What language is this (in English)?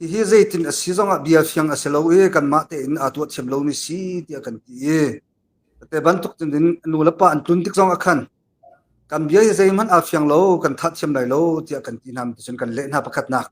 Hakha Chin